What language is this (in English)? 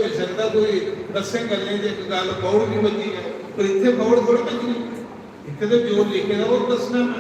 Dogri